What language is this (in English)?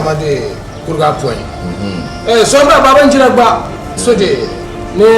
Dagbani